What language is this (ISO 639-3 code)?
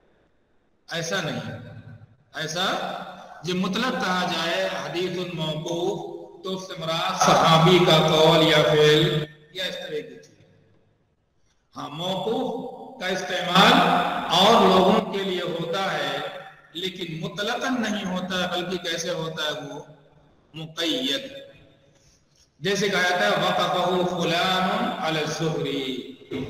urd